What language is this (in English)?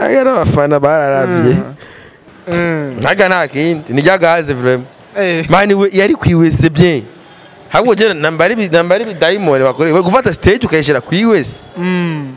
Rundi